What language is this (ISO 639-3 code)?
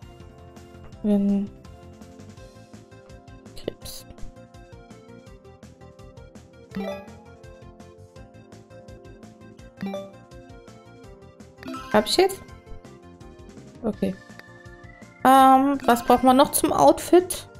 deu